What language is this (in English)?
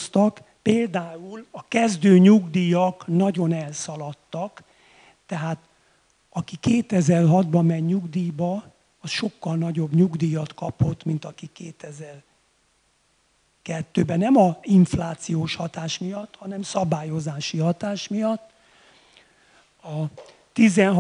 Hungarian